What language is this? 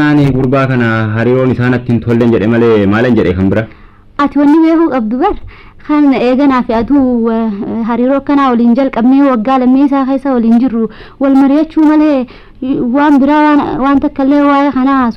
Oromo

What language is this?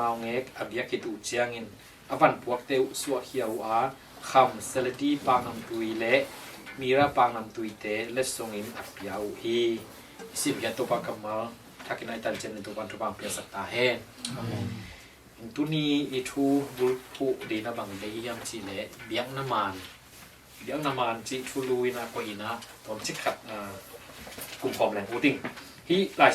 Tedim Chin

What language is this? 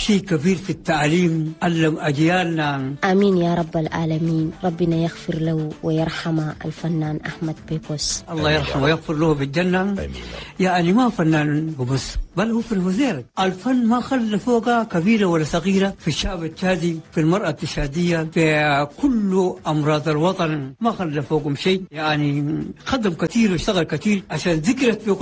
Chadian Arabic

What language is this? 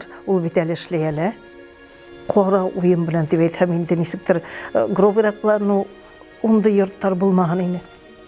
Bashkir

